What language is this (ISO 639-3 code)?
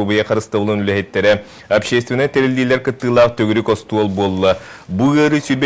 sah